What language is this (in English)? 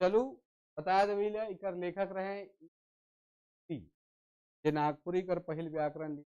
Sadri